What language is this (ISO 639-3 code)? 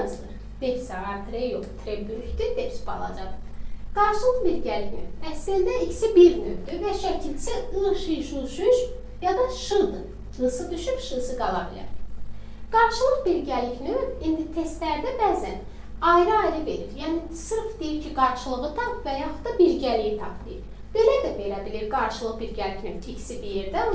aze